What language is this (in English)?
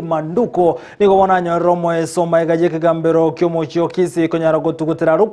Gusii